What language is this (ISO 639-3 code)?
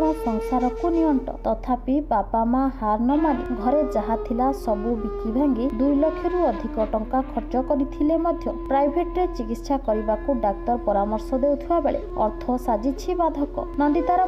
ori